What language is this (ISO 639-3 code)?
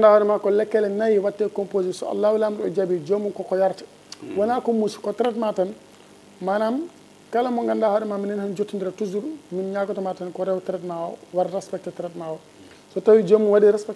ful